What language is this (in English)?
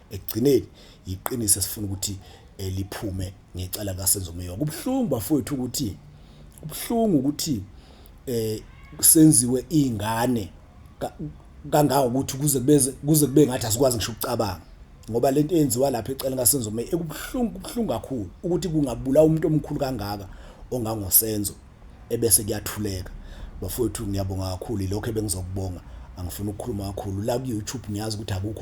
Zulu